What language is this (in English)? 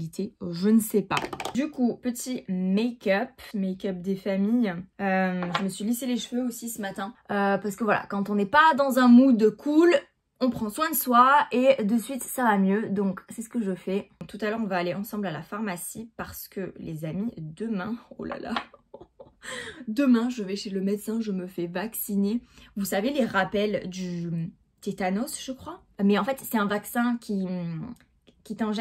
French